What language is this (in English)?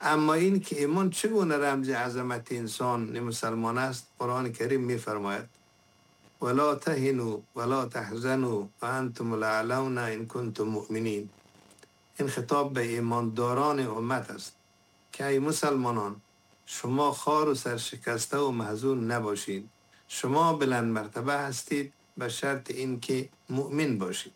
Persian